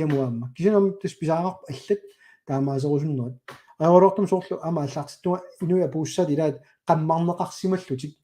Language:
Kalaallisut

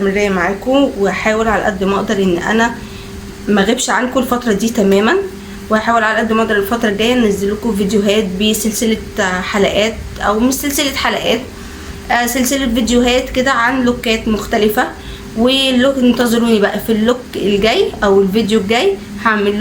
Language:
Egyptian Arabic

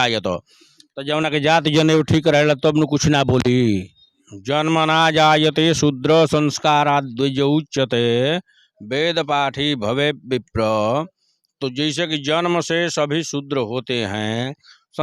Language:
Bhojpuri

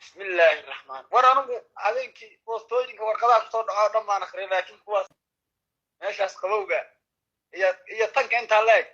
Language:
Somali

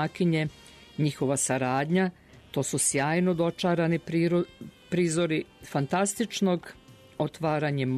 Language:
Serbian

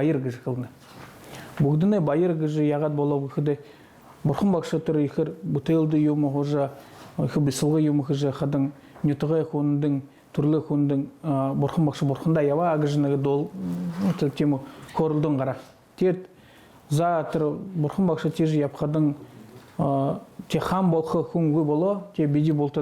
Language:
Buriat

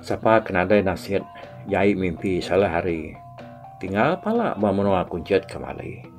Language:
Iban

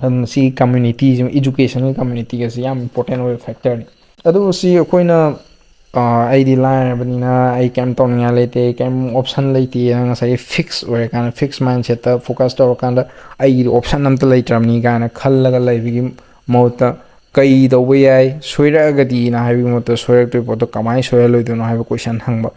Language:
Manipuri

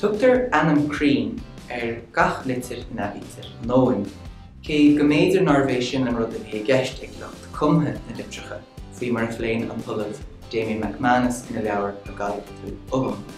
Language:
Irish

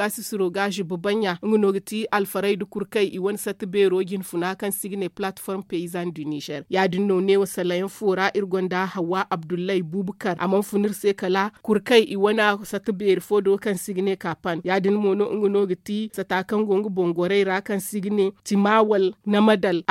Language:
Zarma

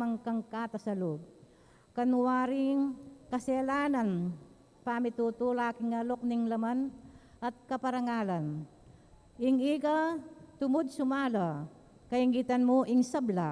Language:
Pampanga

